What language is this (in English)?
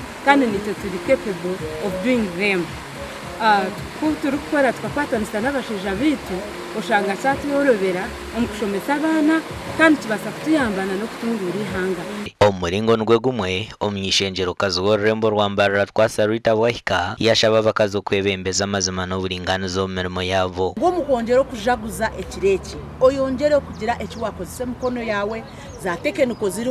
Nyankole